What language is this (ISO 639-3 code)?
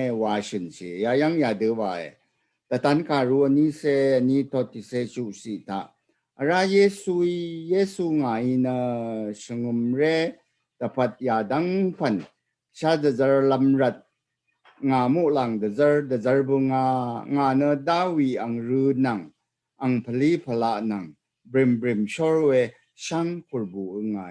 raw